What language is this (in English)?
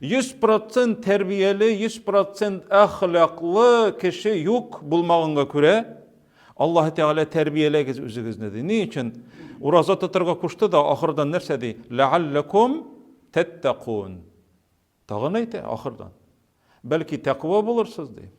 Tatar